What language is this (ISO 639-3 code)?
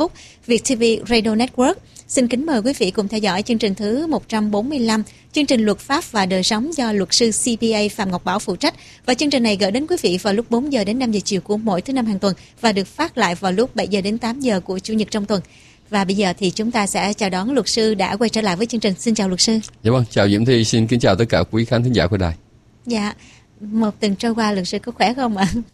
vie